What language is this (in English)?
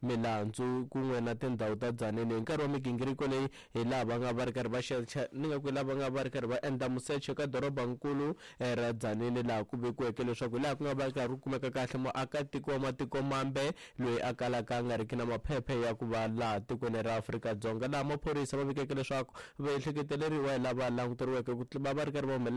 Tsonga